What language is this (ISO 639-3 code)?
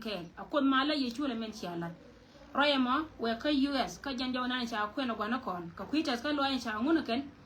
nus